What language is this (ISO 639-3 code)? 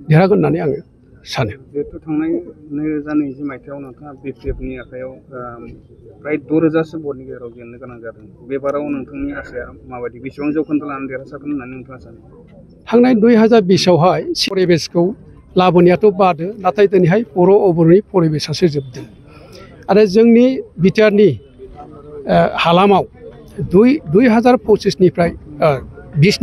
brx